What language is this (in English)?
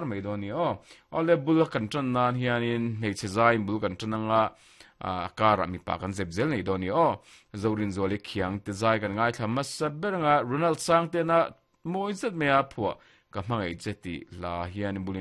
Mizo